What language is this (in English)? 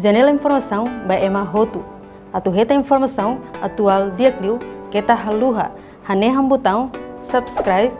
Tetum